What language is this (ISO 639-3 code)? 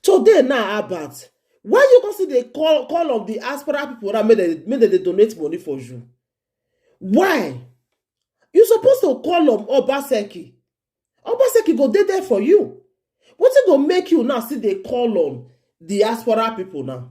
pcm